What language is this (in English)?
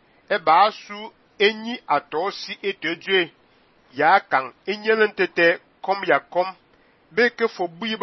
Fang